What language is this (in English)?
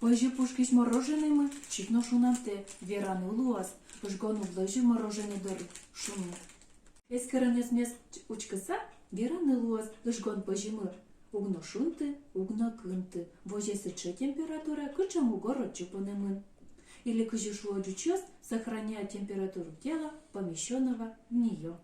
Udmurt